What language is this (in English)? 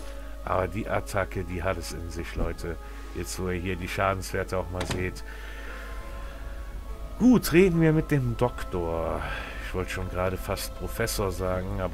German